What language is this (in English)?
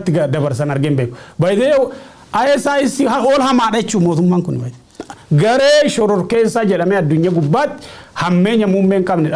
Oromo